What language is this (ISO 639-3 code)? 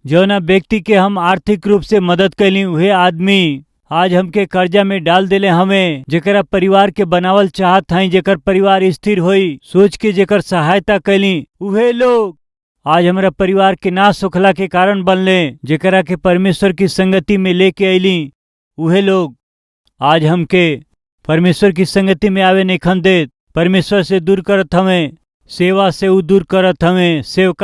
bho